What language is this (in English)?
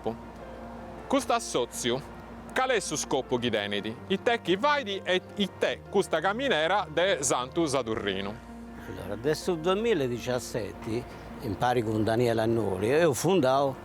Sardinian